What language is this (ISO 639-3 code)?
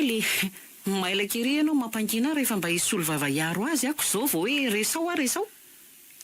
mlg